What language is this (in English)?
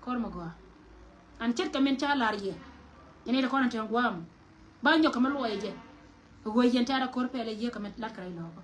Nuer